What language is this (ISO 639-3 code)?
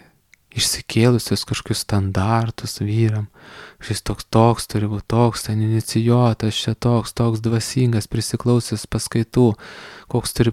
lit